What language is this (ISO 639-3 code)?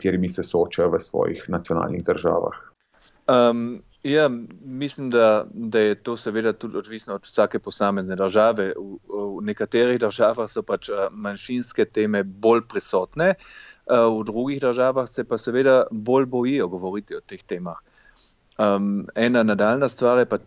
slv